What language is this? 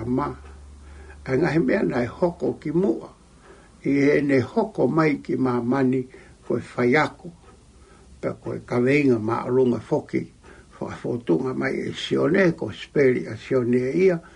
Tongan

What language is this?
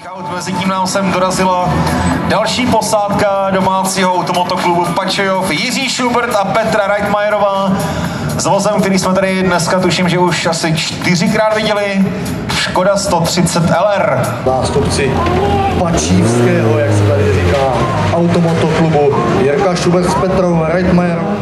Czech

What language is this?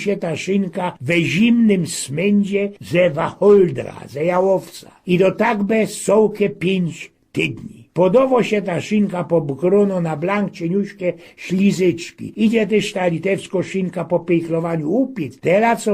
Silesian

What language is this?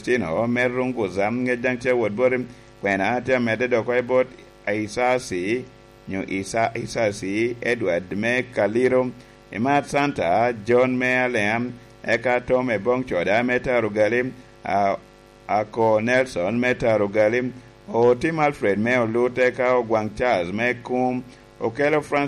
Lango (Uganda)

